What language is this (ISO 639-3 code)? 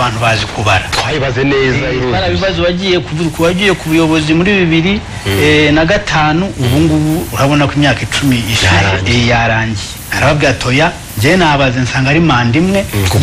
kin